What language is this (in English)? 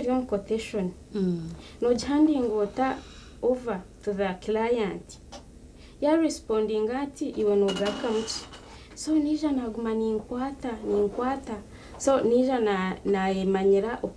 Nyankole